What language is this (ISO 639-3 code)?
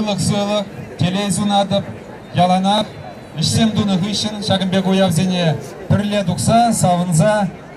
chv